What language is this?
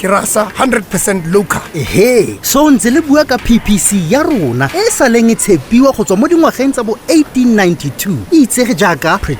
Tswana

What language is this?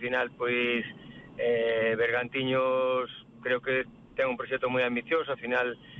Galician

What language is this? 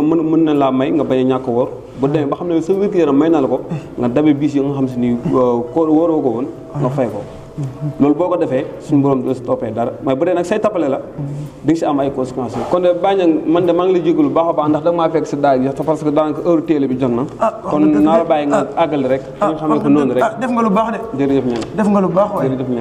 Wolof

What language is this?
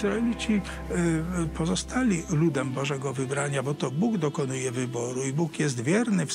Polish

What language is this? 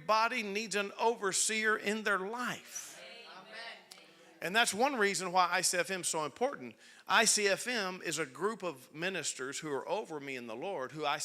English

